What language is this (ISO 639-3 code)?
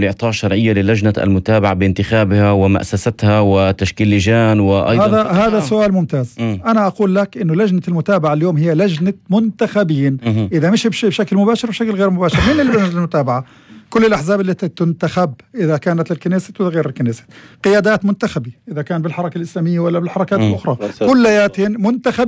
apc